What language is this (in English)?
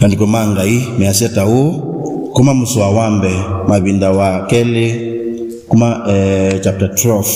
Kamba